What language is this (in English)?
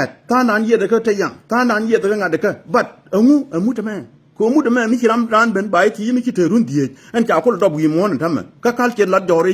Nuer